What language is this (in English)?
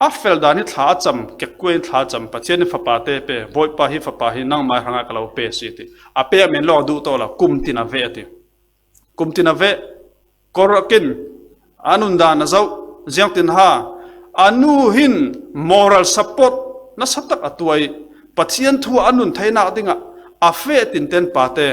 Falam Chin